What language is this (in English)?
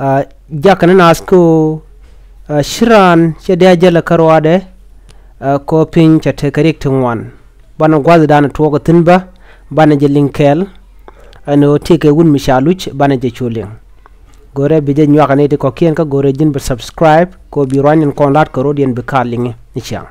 Nuer